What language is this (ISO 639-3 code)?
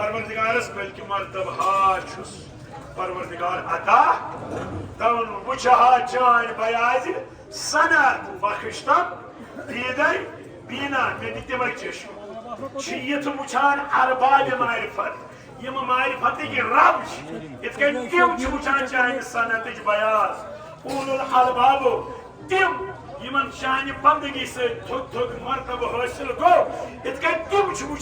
kas